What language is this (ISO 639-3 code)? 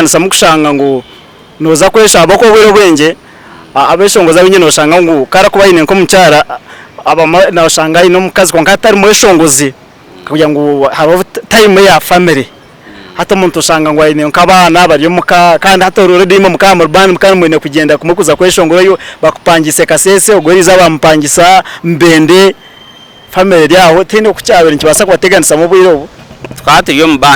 nyn